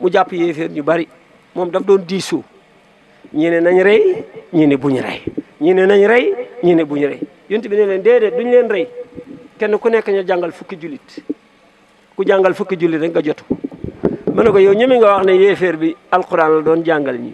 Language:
Wolof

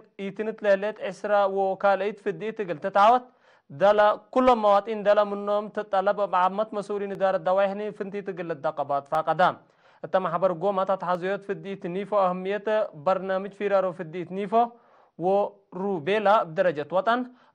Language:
Tigre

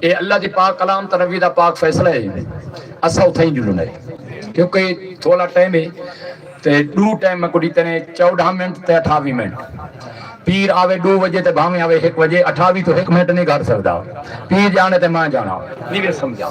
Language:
Saraiki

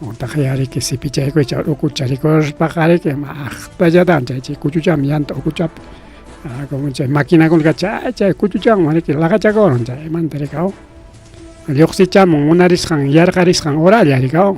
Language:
Ayacucho Quechua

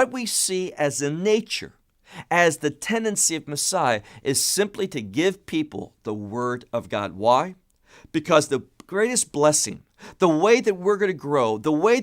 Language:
English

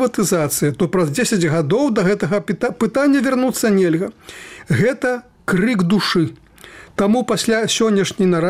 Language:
Belarusian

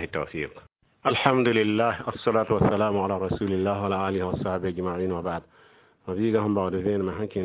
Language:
Mossi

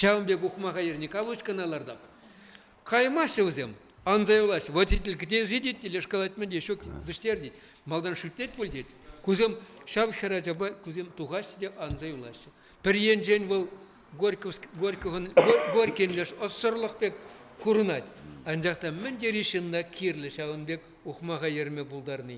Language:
Chuvash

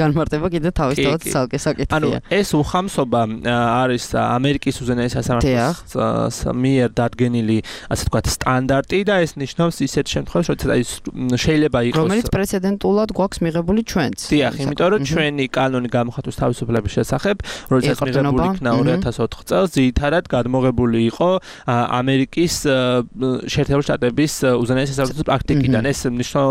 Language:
Georgian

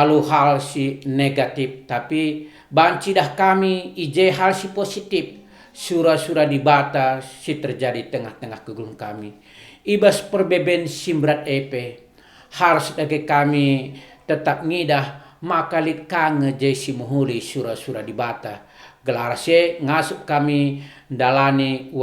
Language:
Batak Karo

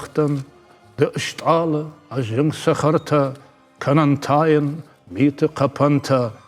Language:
Ossetic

